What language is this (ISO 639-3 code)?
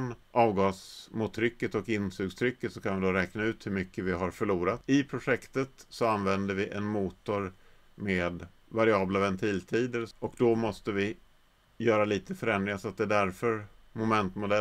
swe